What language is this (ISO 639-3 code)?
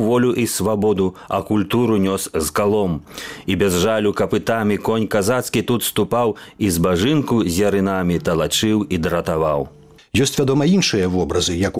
bel